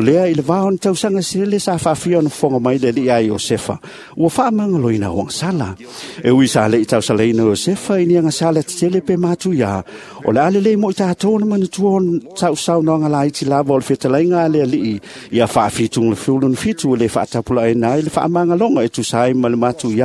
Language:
Samoan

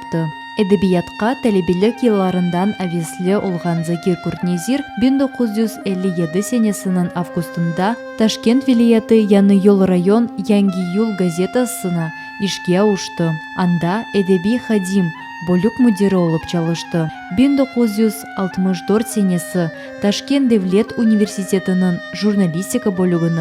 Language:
Crimean Tatar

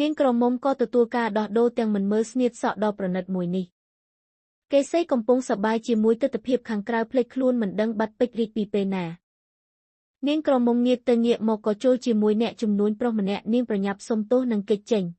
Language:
Khmer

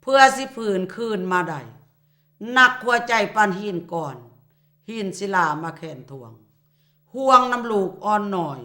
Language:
Lao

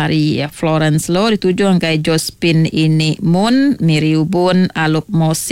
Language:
Iban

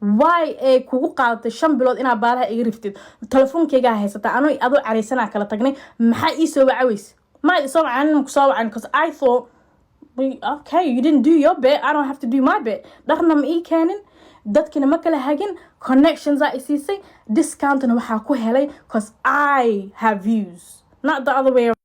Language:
Somali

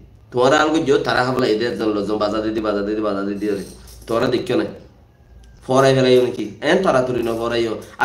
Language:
Rohingya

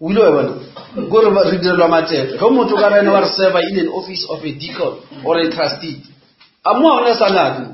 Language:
Northern Sotho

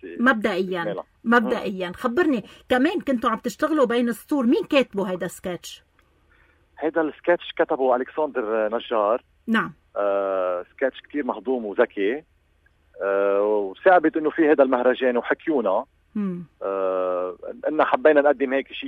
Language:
North Levantine Arabic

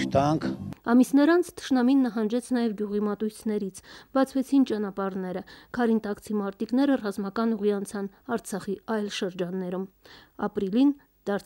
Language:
Armenian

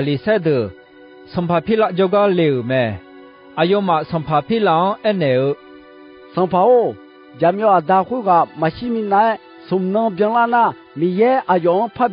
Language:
Akha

